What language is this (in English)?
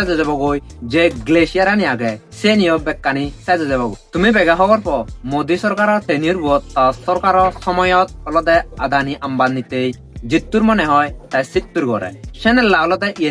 Chakma